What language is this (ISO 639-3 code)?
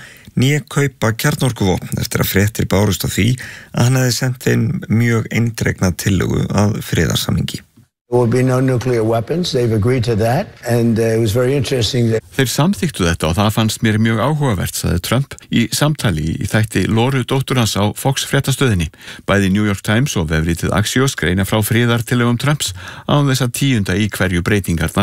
isl